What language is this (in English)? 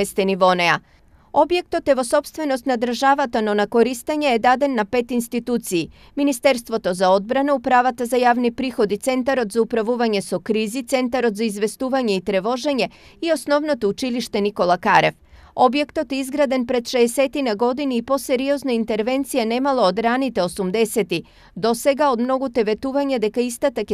Macedonian